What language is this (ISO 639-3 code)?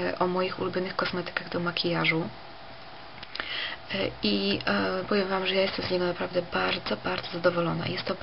pol